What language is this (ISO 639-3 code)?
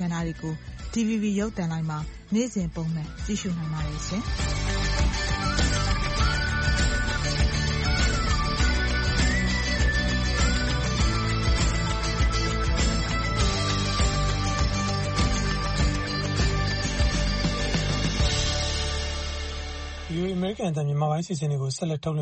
mya